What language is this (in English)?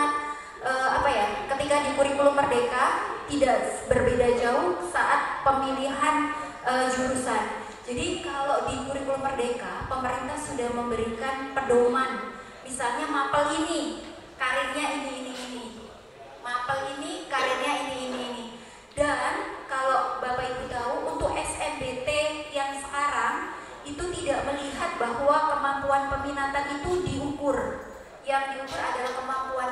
Indonesian